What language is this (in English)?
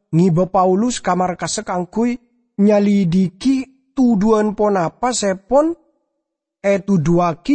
Madurese